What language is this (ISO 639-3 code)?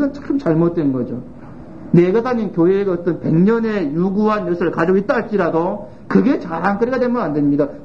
kor